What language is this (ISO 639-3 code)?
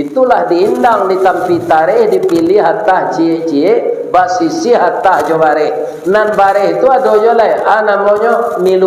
min